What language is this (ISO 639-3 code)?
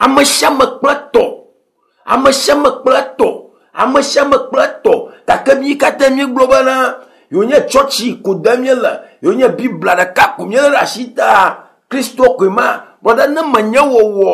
ewe